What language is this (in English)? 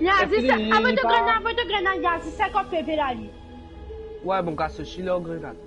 Morisyen